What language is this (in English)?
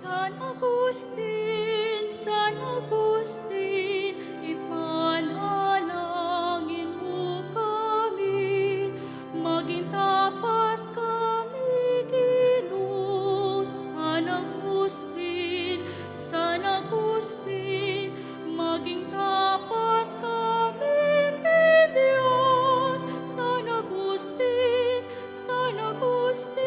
Pampanga